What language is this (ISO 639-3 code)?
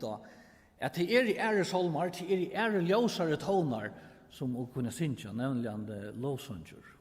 fao